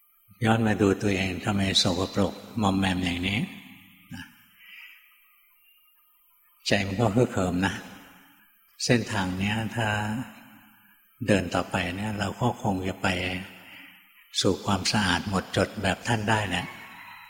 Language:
Thai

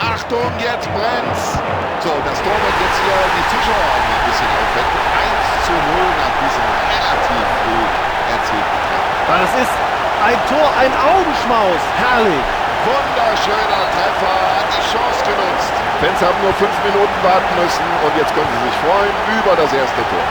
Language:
Bavarian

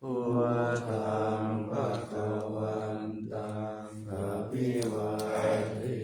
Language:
Pali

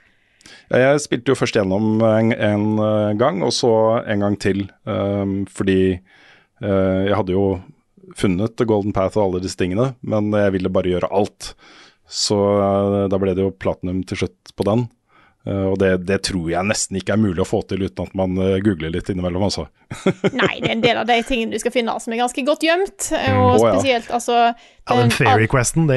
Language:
Norwegian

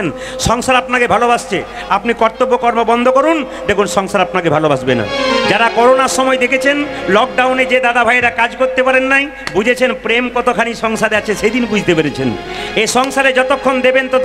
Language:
Bangla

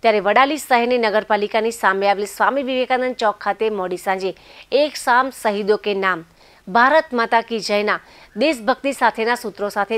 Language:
Gujarati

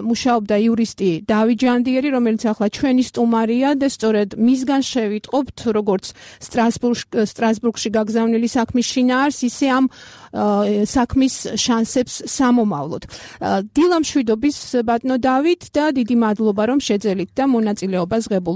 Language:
Georgian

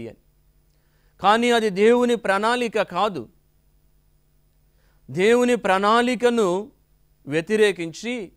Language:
Telugu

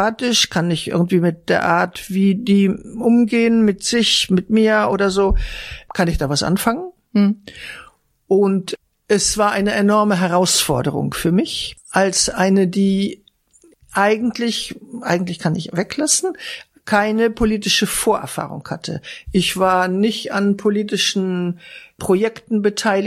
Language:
German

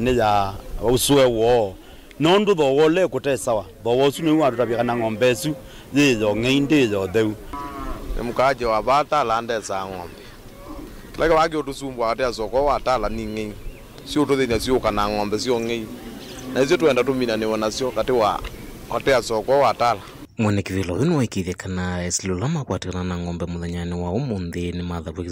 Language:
Kamba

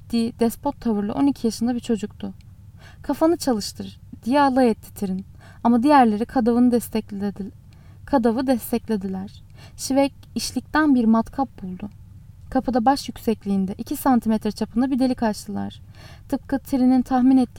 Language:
Turkish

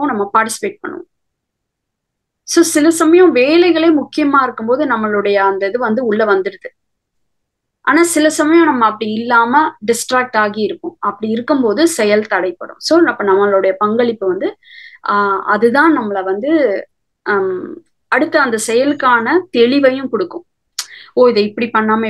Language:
Tamil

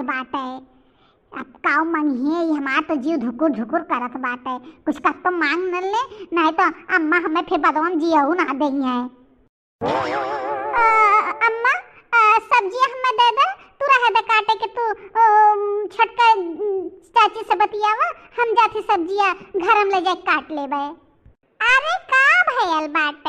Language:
Bhojpuri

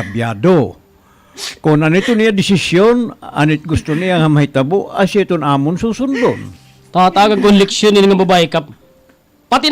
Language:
Waray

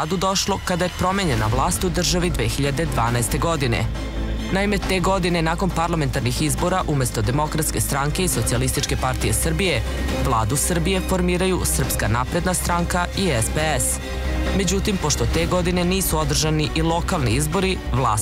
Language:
Serbian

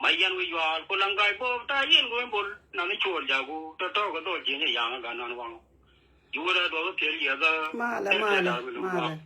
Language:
Nuer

